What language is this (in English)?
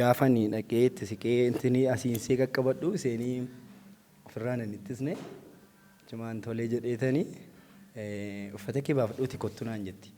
Oromo